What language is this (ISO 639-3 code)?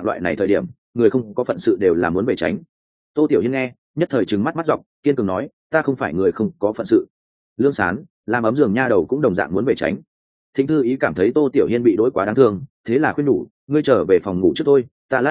vie